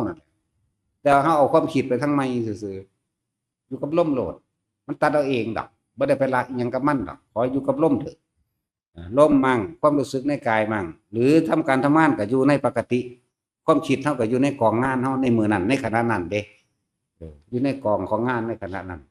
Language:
Northeastern Thai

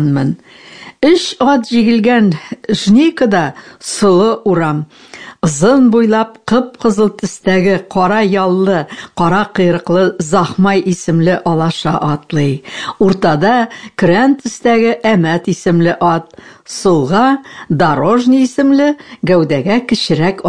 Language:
Tatar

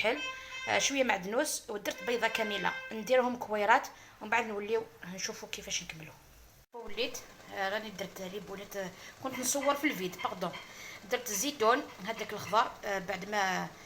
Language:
Algerian Arabic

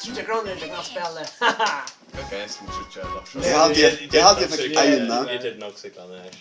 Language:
Faroese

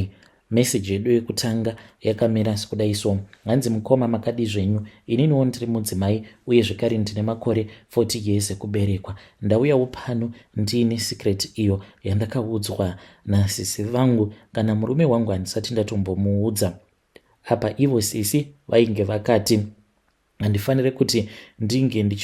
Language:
Shona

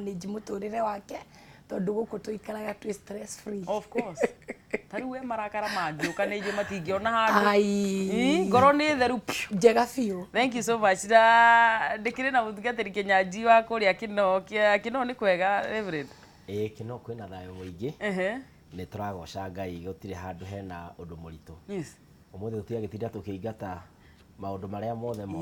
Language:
Kikuyu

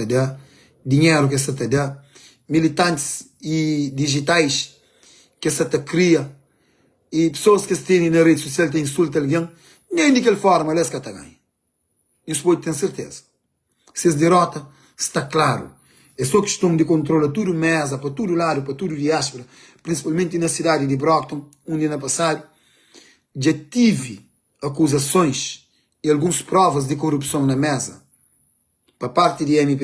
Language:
Kabuverdianu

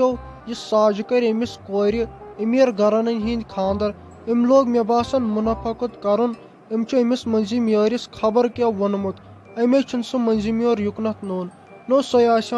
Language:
Kashmiri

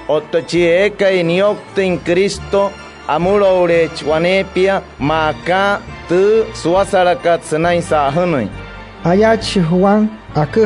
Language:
Wayuu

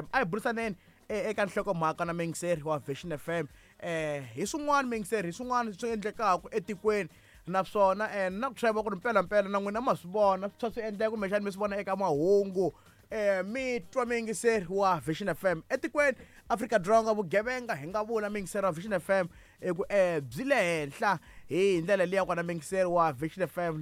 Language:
Tsonga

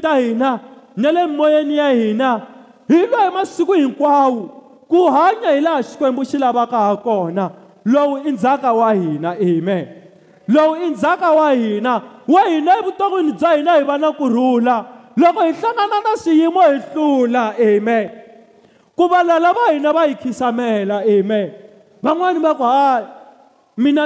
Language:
Tsonga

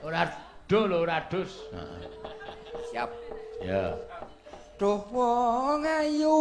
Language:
Javanese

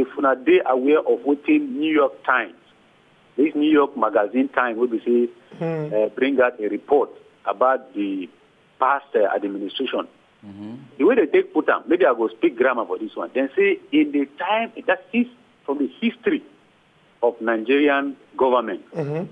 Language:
Nigerian Pidgin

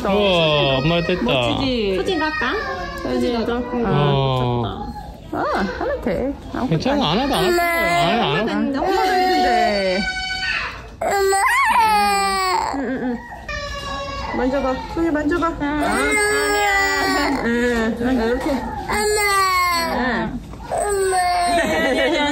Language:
Korean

